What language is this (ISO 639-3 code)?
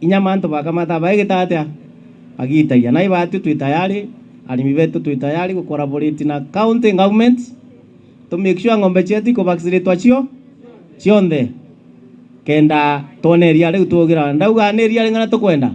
mer